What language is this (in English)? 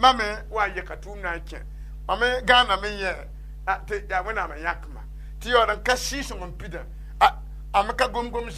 Mossi